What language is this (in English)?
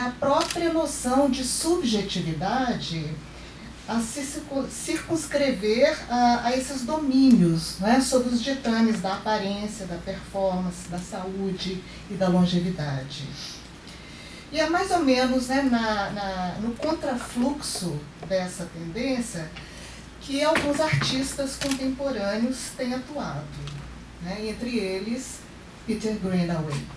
Portuguese